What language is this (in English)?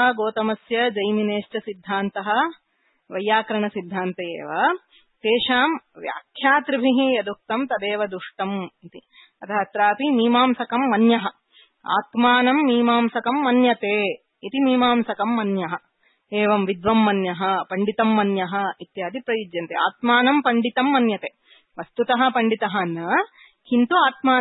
Sanskrit